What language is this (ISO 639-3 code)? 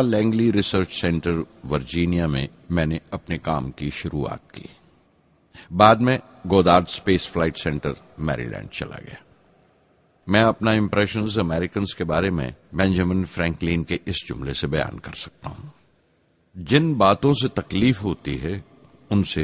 hin